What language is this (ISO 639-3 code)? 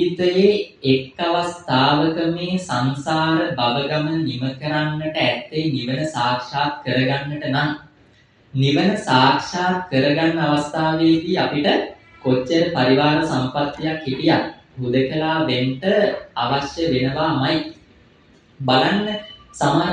sin